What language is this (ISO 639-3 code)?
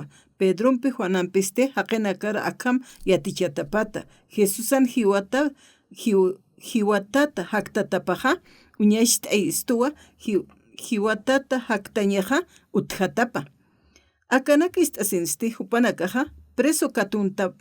aym